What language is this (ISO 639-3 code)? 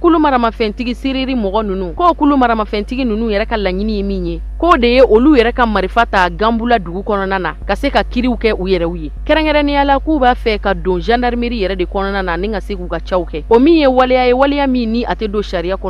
bam